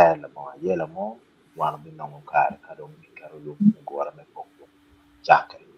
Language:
Acoli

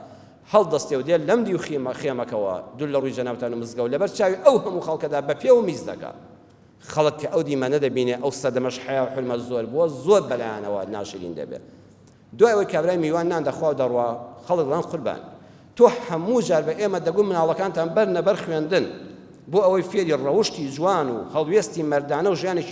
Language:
Central Kurdish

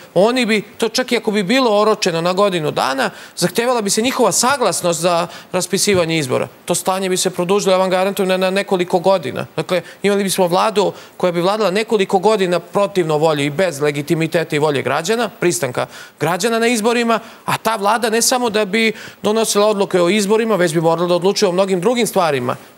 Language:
Serbian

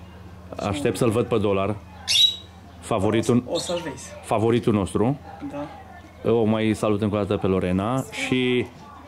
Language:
Romanian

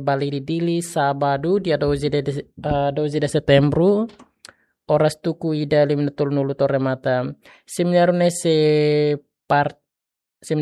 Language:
Tetum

